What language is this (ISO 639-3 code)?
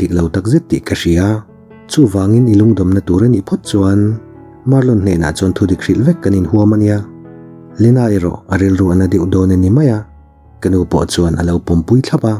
lus